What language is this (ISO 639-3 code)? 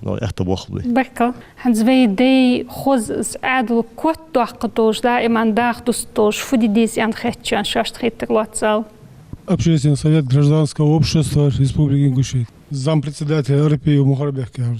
inh